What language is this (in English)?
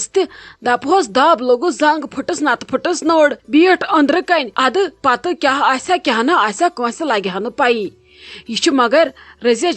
Kashmiri